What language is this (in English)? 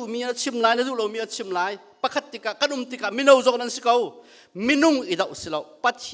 Hakha Chin